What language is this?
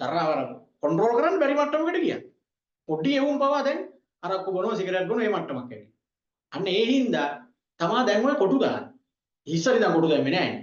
Sinhala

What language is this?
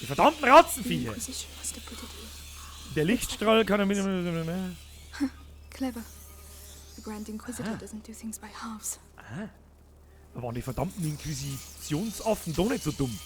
Bavarian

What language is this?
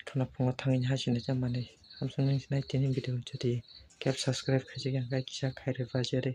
Kok Borok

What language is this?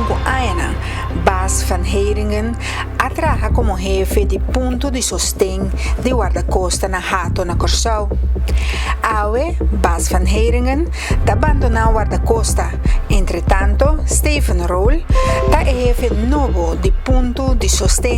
Papiamento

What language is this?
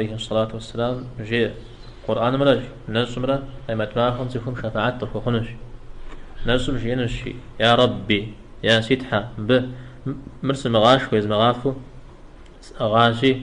Kabardian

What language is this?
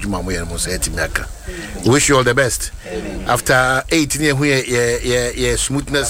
Akan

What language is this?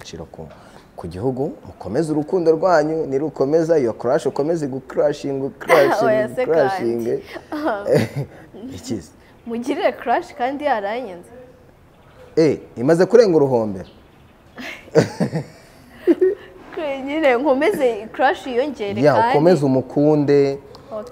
Kinyarwanda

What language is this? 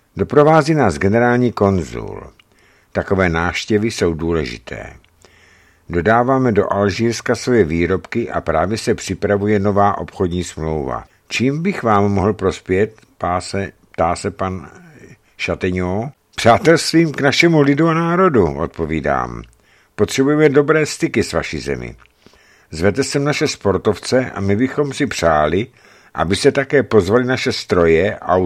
Czech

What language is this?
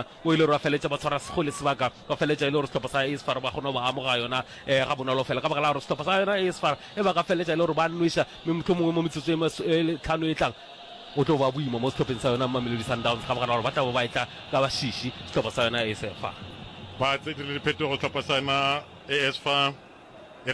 Northern Sotho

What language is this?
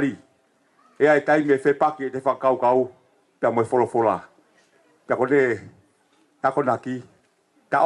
Tongan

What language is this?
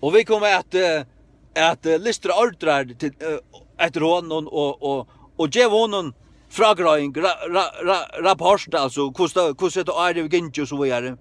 Faroese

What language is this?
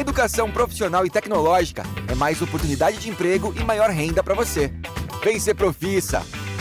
Portuguese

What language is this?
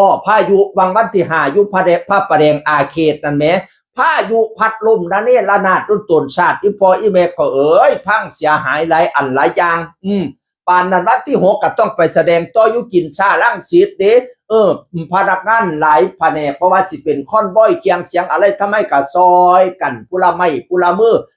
Northeastern Thai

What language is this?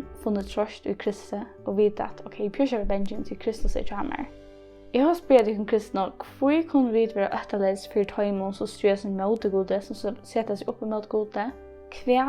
Faroese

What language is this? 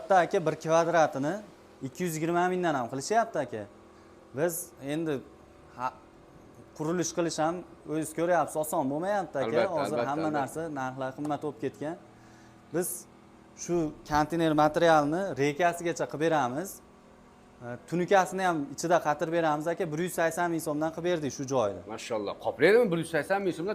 Uzbek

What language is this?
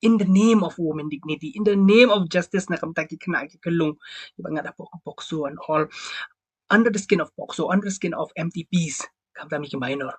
Khasi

